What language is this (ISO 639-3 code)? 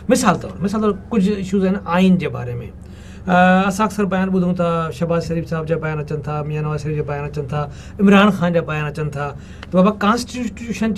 snd